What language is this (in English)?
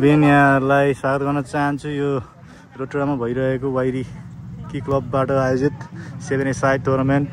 Nepali